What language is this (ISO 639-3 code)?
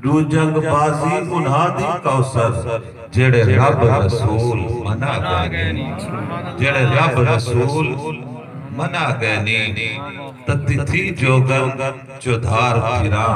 skr